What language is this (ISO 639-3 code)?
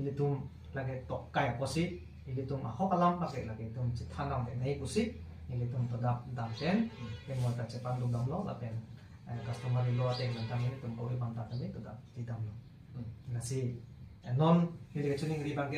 mjw